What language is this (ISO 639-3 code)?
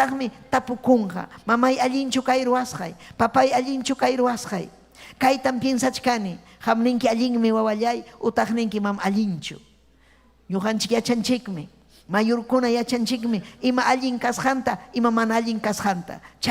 quy